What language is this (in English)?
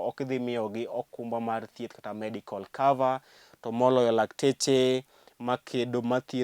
Luo (Kenya and Tanzania)